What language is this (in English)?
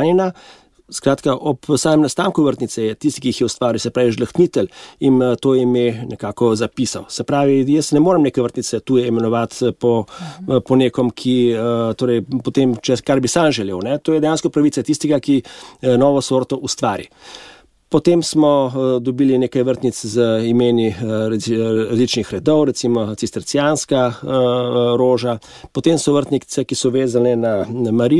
Slovenian